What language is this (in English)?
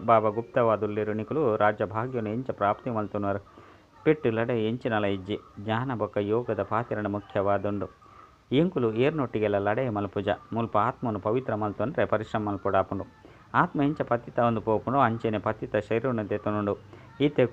Tulu